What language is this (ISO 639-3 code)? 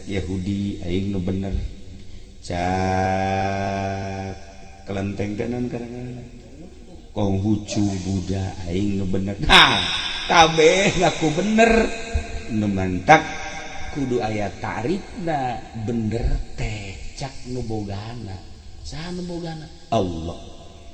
sun